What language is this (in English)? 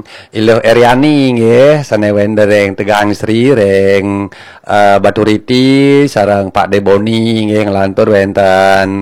Balinese